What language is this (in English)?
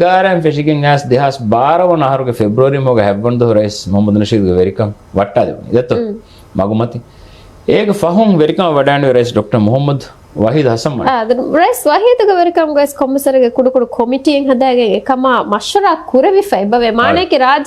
Divehi